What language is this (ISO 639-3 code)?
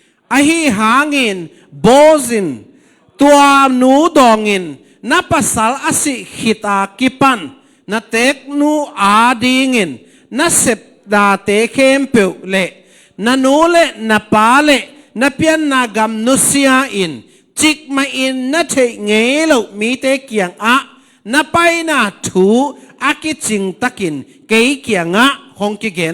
ctd